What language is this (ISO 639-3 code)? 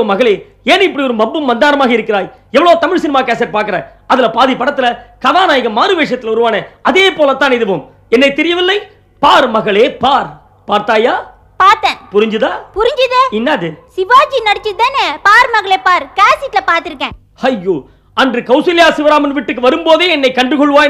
tam